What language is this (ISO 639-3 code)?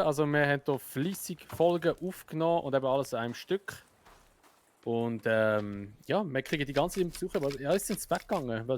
gsw